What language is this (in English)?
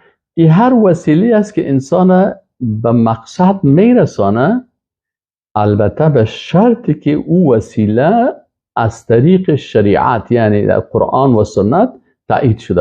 Persian